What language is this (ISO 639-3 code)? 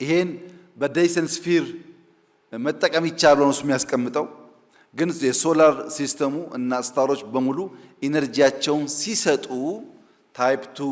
amh